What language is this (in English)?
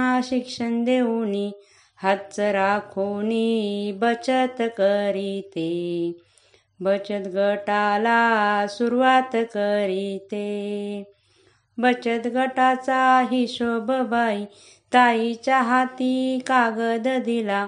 Marathi